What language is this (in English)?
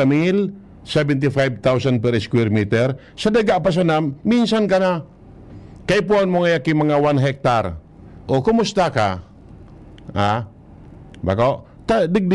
Bikol